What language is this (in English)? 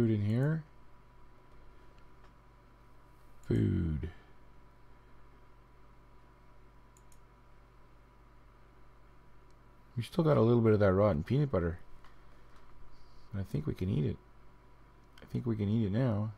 English